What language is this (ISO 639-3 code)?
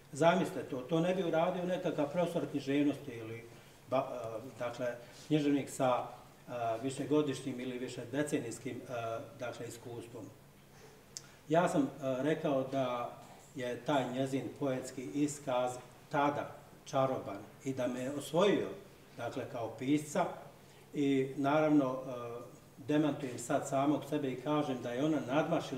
srp